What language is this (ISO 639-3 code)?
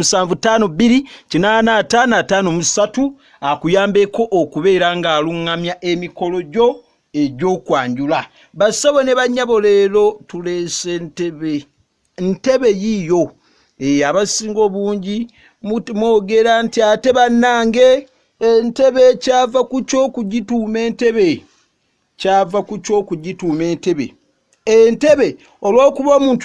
lug